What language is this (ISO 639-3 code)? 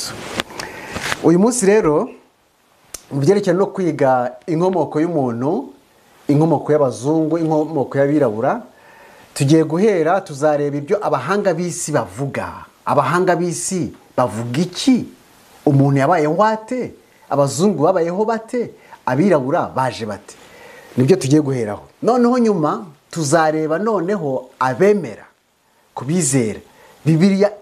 kin